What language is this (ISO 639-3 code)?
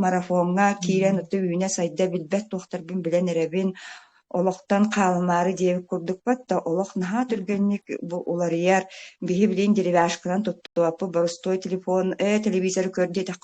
sah